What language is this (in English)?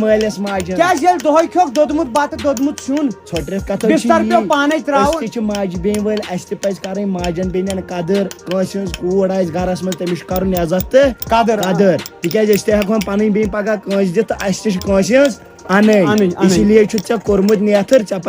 Kashmiri